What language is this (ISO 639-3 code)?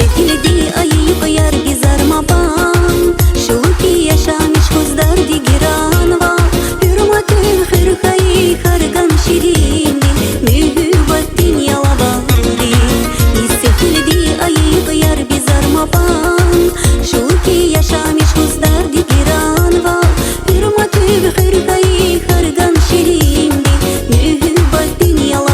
tab